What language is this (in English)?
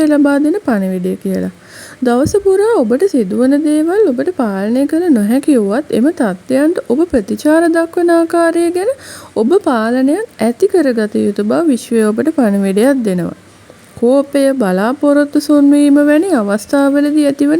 Sinhala